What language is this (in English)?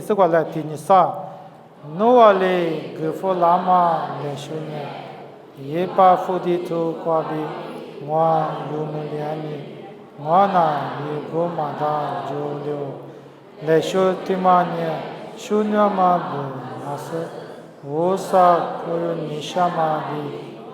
Lisu